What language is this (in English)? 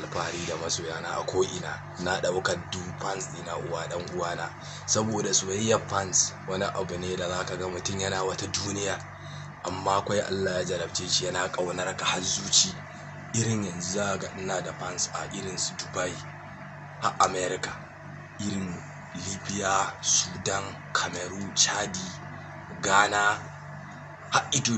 Hausa